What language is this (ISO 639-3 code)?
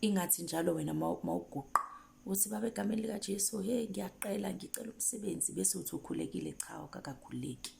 zul